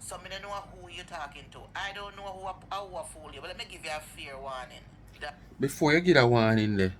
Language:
Jamaican Creole English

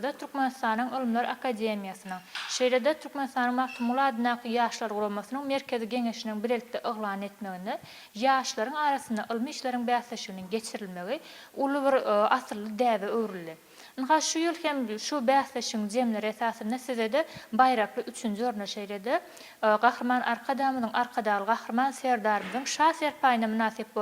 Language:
Turkmen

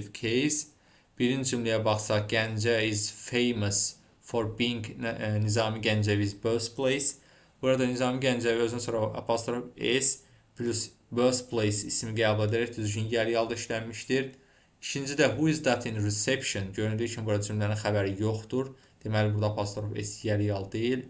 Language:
Azerbaijani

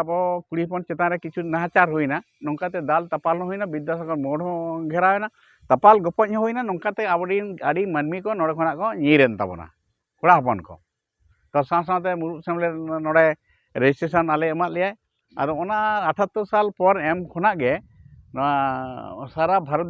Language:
Santali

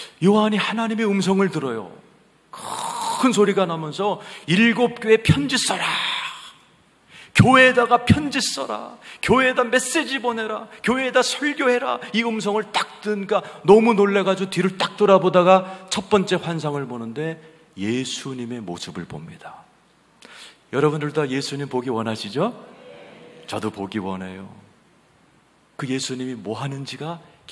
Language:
Korean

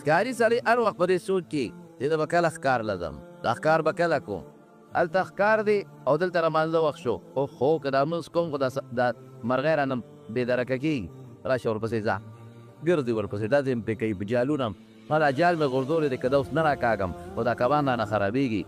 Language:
Pashto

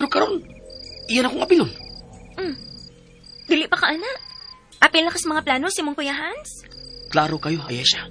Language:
Cebuano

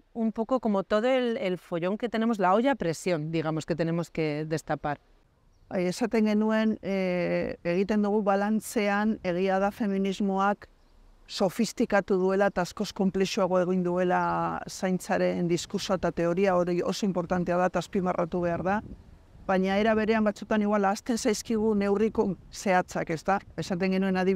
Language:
Basque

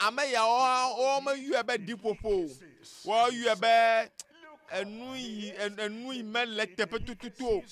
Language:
Ewe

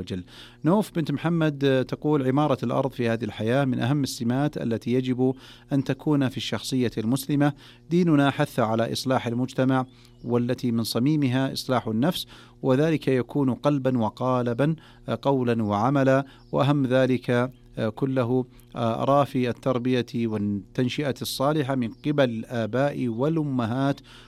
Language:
Arabic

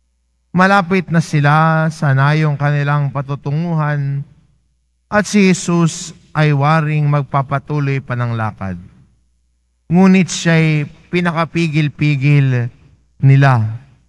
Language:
Filipino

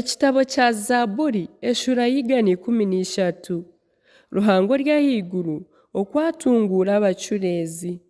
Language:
Nyankole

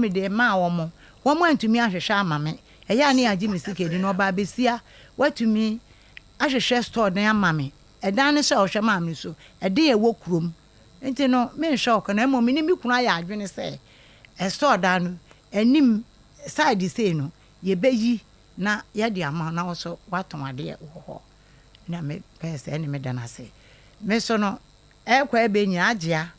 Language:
Akan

